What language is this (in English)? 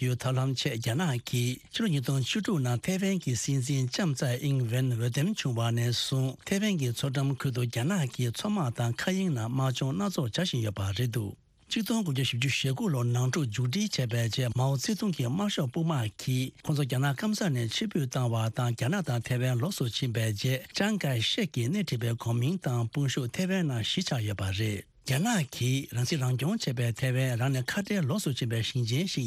Tibetan